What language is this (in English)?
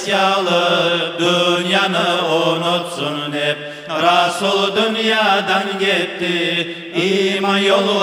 Kumyk